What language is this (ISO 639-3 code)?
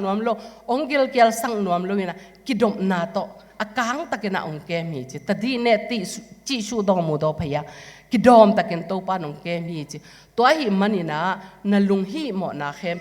ctd